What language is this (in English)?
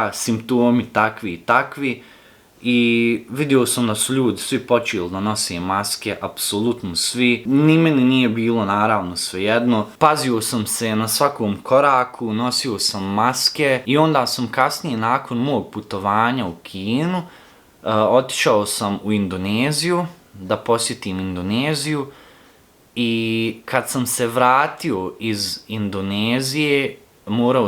Bosnian